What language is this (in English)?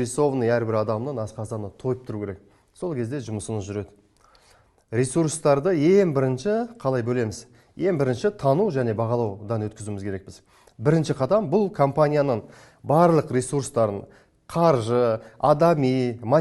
Kazakh